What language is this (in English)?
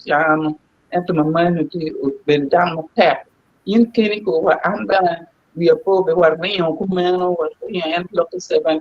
Acoli